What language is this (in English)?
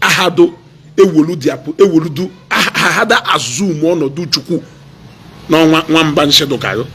Igbo